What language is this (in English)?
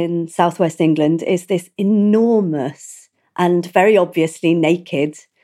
English